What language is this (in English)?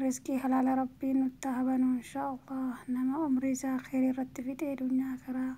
Oromo